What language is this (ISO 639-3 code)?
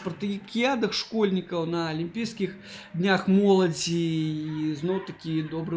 bel